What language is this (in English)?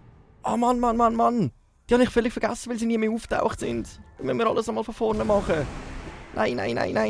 Swiss German